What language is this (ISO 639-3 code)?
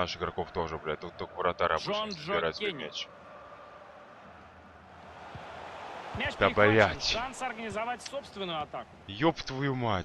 rus